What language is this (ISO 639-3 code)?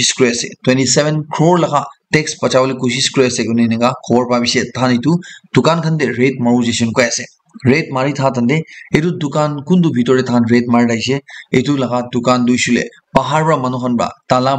nag